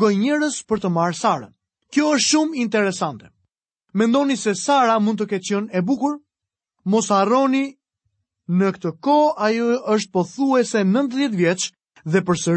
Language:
Albanian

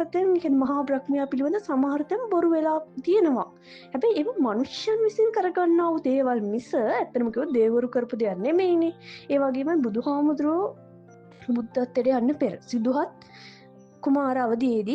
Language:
Sinhala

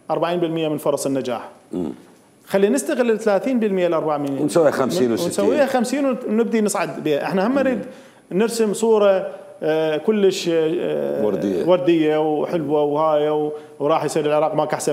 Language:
Mesopotamian Arabic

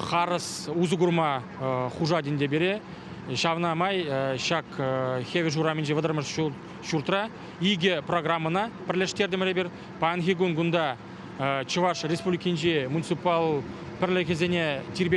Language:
Chuvash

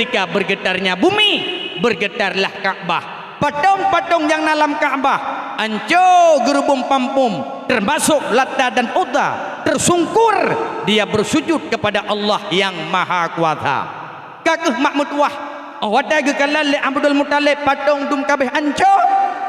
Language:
Achinese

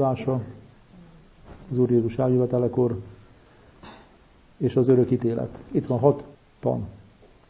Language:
Hungarian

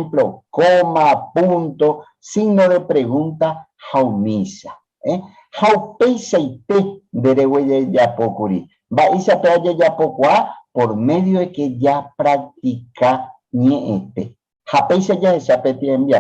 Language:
Guarani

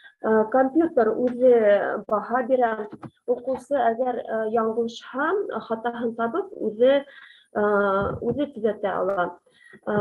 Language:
Bashkir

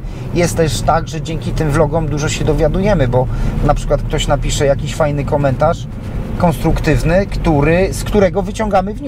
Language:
Polish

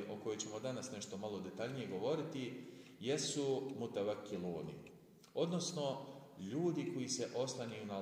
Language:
Bosnian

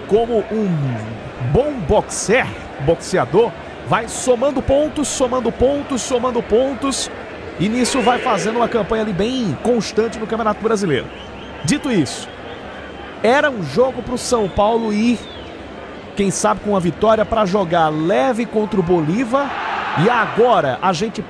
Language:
Portuguese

